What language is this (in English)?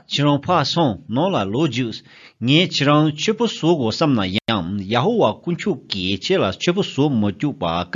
Tibetan